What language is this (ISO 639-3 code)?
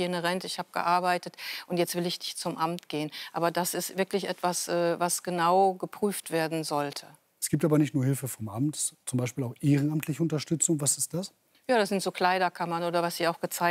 deu